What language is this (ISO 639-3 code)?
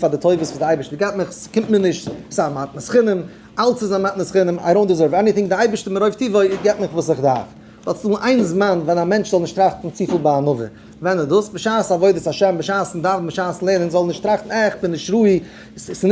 yid